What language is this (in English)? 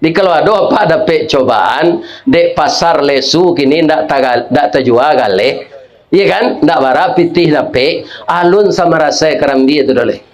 Minangkabau